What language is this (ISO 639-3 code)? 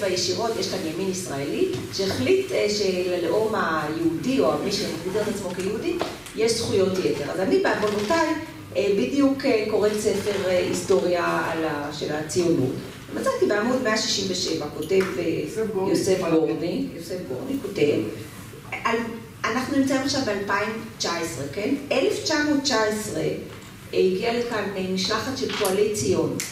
heb